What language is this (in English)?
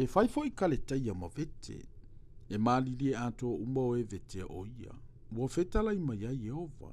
Samoan